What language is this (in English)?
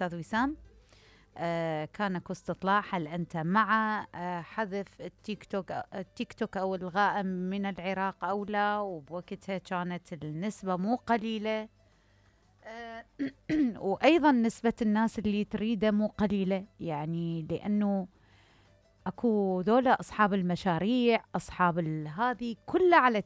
Mesopotamian Arabic